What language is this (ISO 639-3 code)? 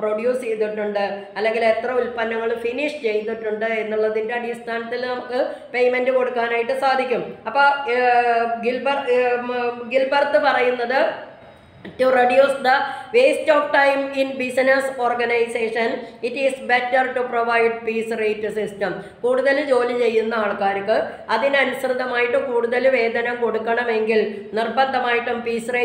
mal